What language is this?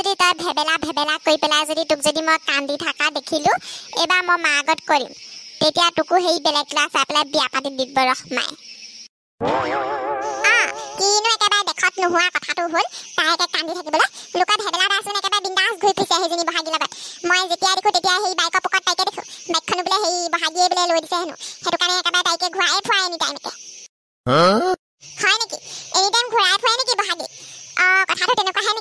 Assamese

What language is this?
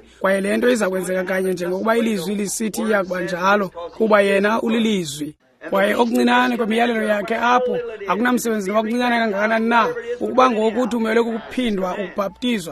Xhosa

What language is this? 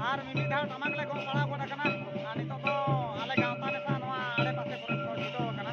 Santali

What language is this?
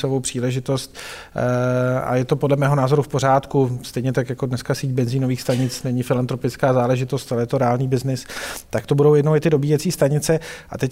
Czech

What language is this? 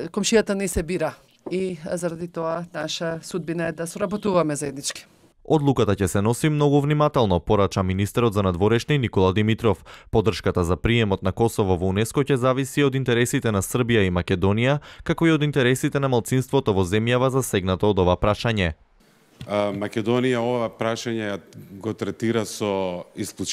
Macedonian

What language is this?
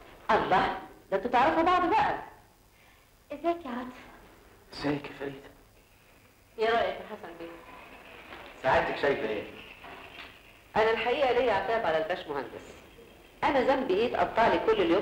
Egyptian Arabic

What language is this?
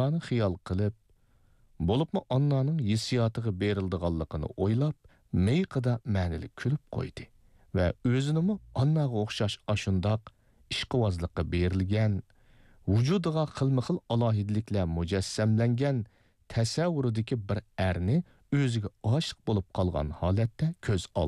Uyghur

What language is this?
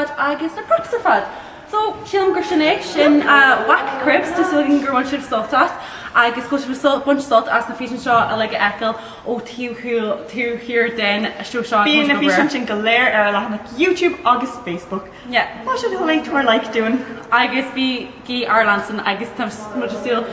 Irish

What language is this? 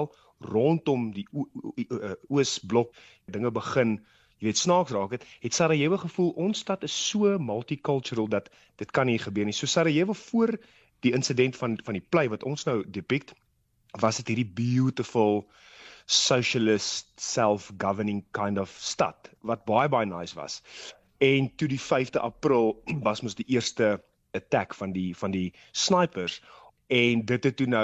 Afrikaans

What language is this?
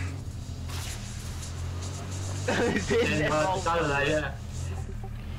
Estonian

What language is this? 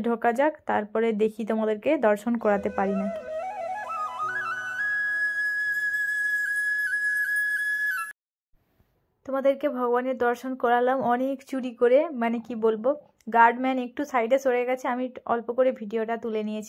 Bangla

